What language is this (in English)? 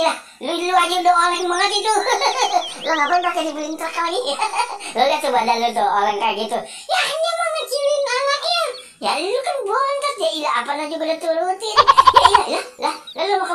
Betawi